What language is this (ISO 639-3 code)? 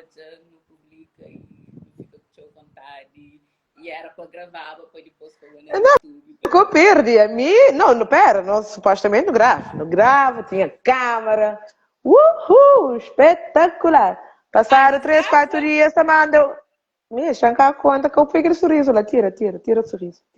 kea